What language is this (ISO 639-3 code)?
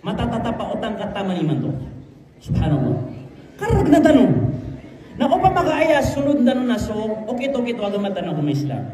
mrw